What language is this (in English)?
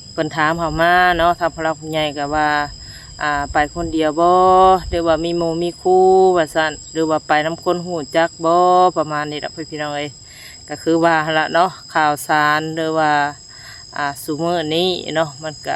Northeastern Thai